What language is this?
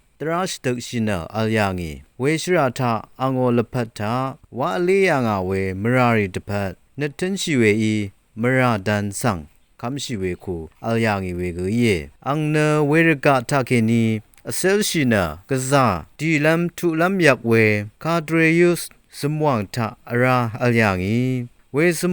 Rawang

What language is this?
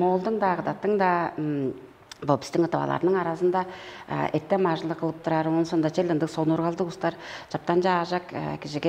Tuvinian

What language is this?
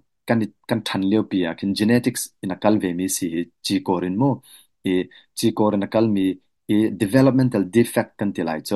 Hakha Chin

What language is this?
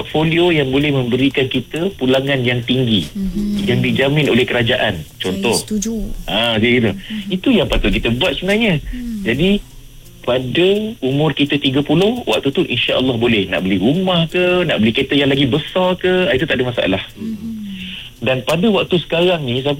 Malay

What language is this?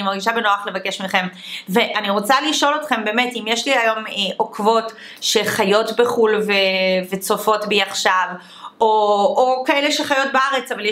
Hebrew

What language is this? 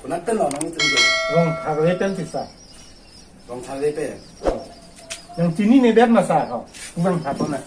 Karbi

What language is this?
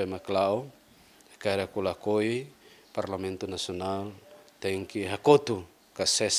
Tetum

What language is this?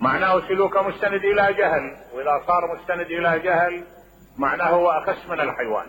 Mesopotamian Arabic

